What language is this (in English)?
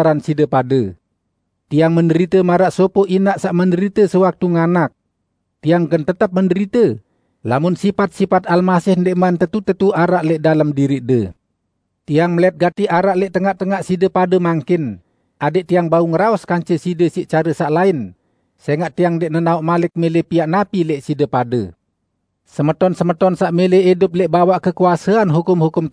Sasak